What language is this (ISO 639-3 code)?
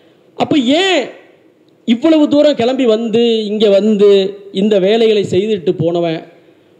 tam